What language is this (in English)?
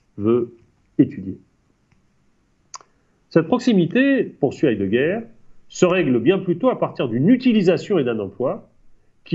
French